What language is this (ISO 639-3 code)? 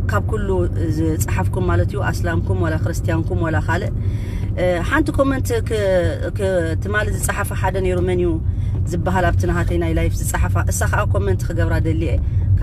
tir